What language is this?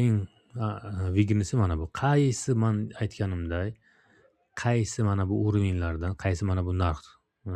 Uzbek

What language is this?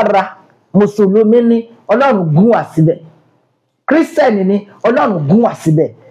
Yoruba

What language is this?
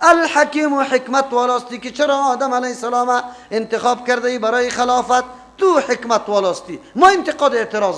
Persian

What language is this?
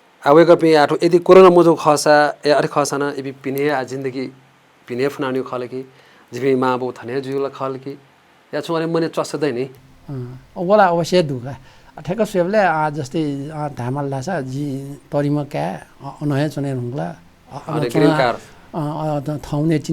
Newari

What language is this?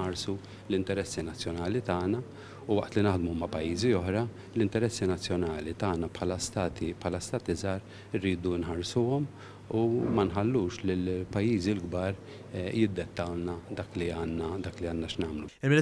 Maltese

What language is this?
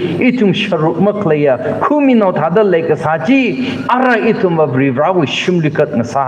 Tangkhul Naga (India)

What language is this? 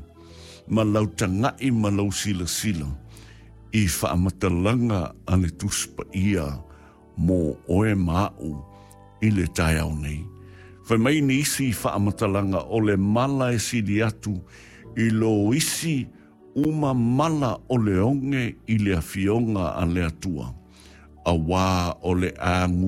Samoan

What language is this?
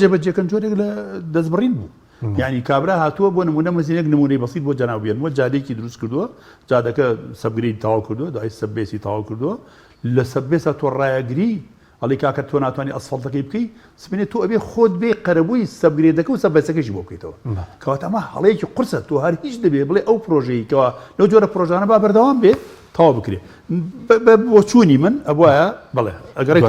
Central Kurdish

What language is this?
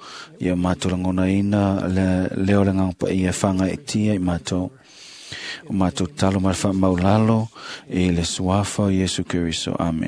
Samoan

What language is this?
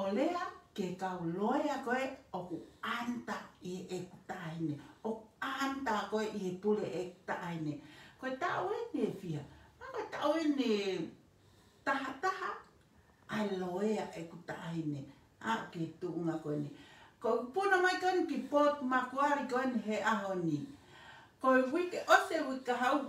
Tongan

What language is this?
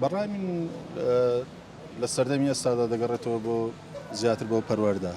Central Kurdish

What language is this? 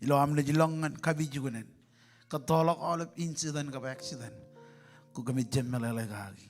Marshallese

